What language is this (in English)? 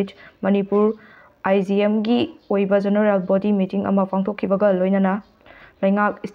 Manipuri